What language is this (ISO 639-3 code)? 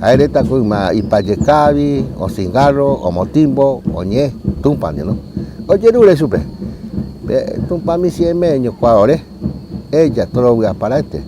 grn